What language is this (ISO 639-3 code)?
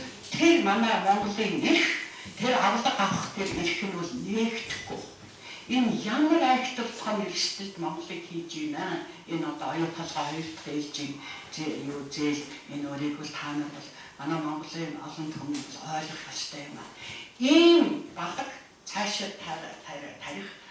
mon